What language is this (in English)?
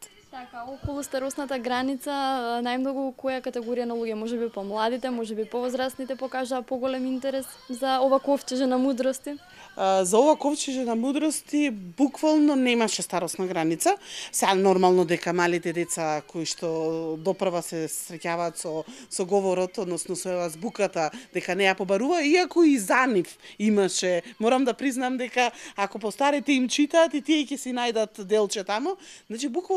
Macedonian